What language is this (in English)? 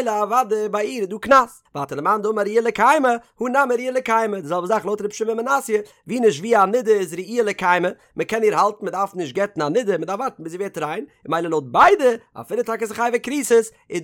Yiddish